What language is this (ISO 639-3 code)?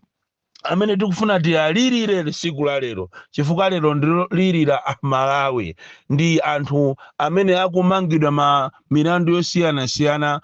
nya